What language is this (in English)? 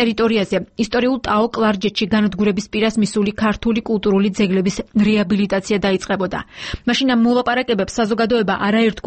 Georgian